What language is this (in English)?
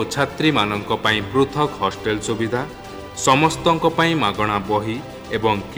Odia